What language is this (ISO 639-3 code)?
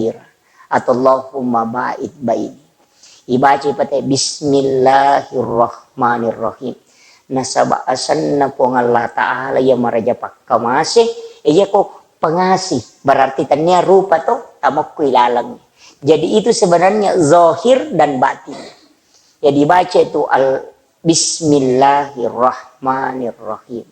bug